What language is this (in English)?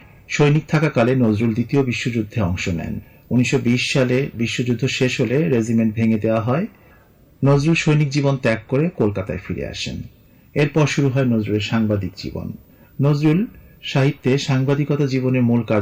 Bangla